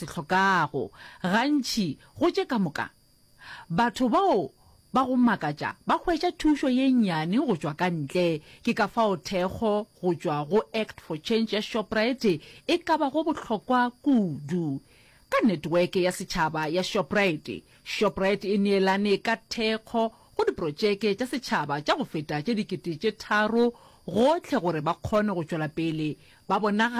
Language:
Northern Sotho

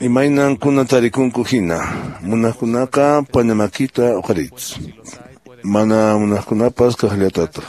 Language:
Quechua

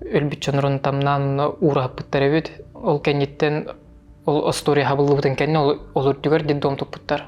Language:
Yakut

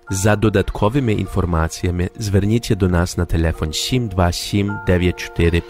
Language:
Ukrainian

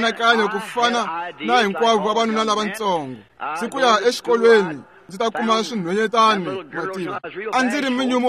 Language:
Tsonga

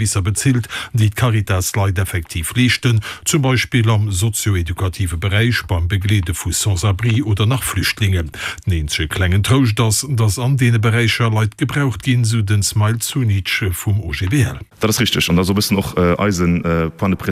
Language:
Luxembourgish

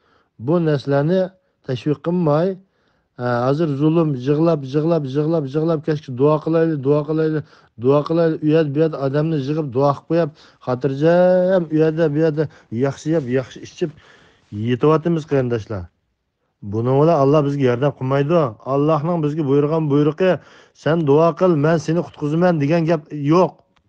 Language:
Uyghur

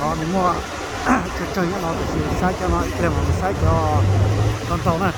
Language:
Hmong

